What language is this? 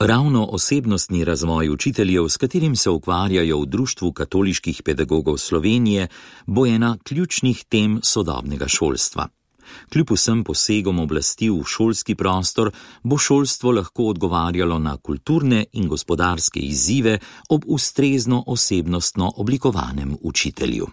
Slovenian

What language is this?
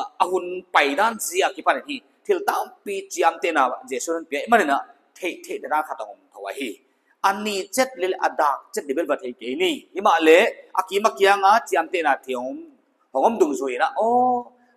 Paite Chin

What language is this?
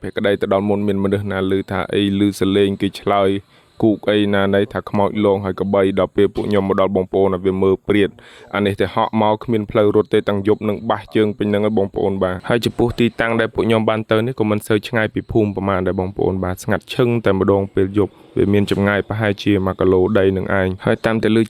Khmer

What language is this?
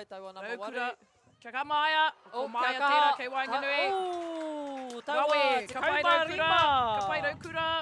Māori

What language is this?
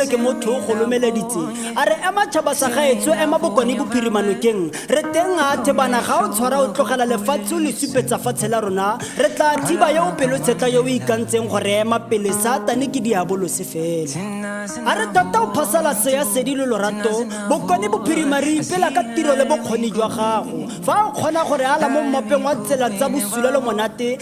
Tswana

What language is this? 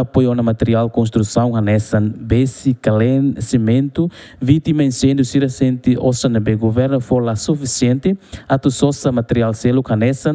Tetum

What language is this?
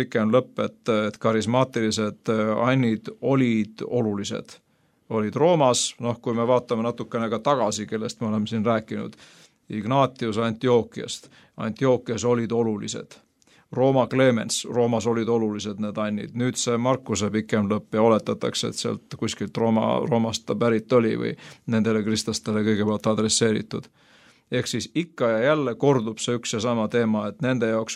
Estonian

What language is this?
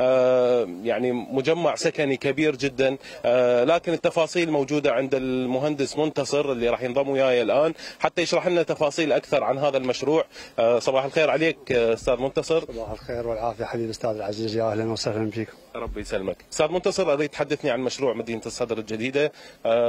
Mesopotamian Arabic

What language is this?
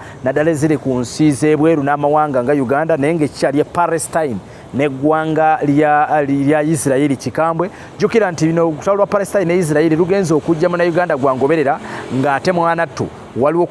Ganda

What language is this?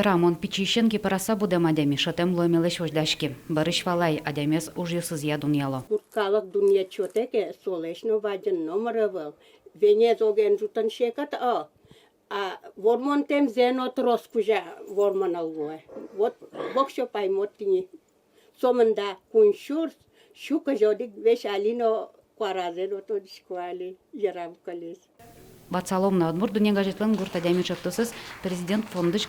Udmurt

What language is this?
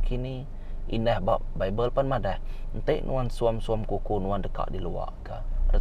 Iban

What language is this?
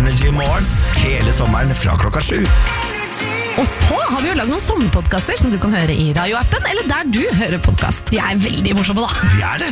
Norwegian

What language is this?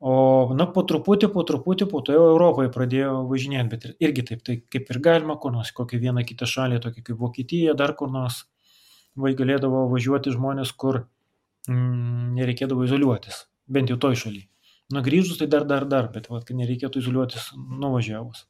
Lithuanian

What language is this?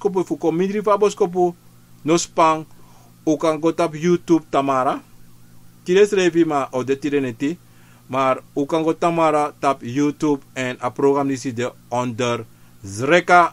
Sranan Tongo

